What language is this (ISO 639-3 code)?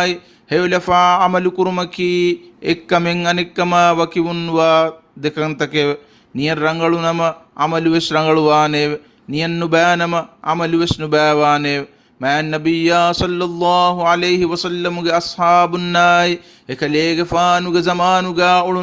div